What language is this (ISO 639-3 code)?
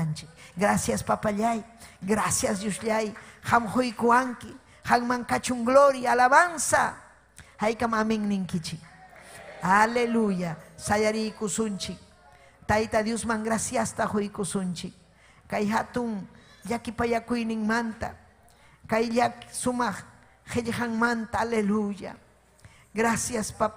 quy